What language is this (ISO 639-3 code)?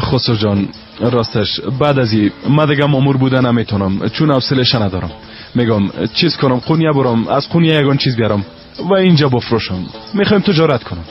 fas